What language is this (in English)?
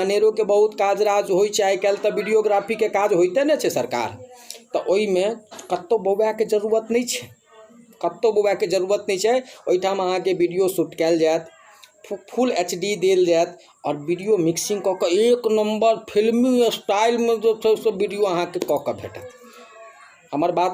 Maithili